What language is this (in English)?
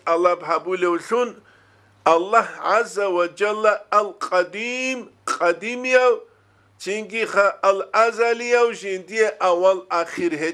Avaric